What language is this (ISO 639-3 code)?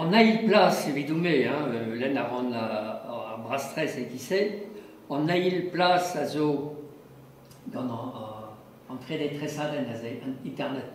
bre